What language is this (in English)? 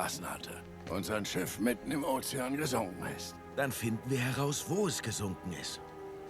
Swiss German